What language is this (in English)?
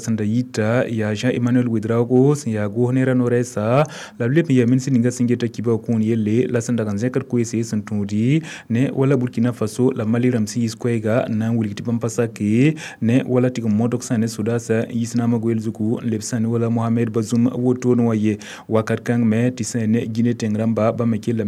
Mossi